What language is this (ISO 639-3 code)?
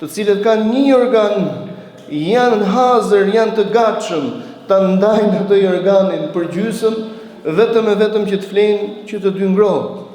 sqi